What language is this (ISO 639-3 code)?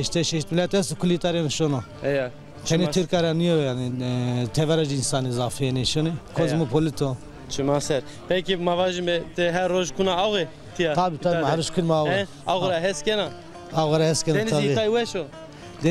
zza